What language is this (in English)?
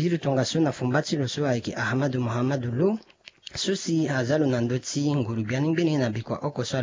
Sango